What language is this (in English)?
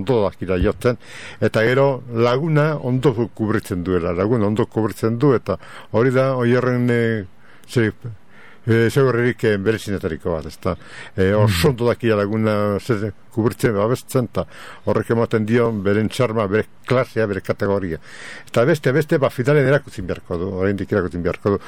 Basque